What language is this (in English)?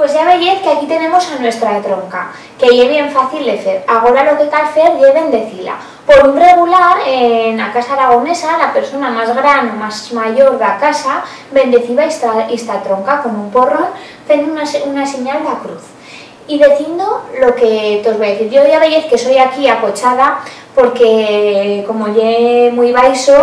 Aragonese